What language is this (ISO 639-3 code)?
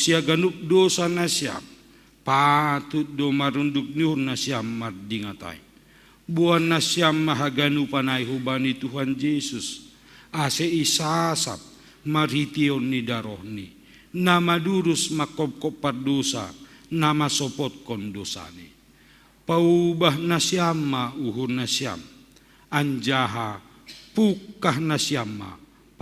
bts